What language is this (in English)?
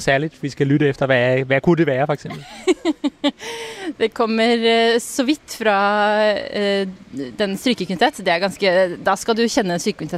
Norwegian